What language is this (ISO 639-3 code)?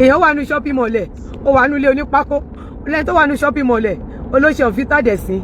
yor